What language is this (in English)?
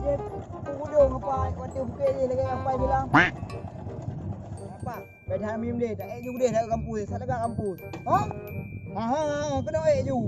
Achinese